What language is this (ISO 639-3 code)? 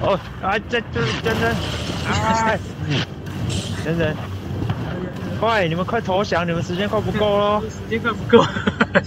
zho